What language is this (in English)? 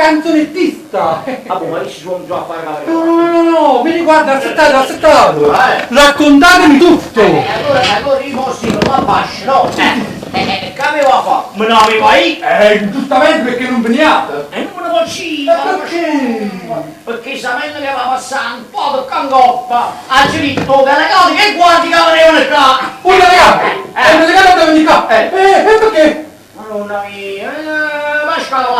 Neapolitan